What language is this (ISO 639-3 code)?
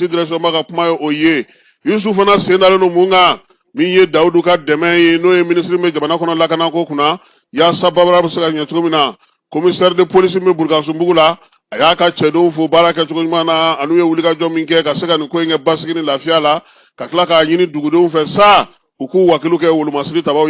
bam